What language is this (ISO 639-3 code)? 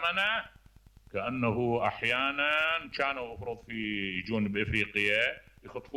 acm